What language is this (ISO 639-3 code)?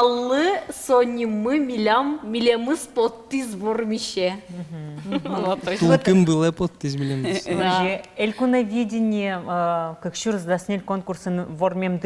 udm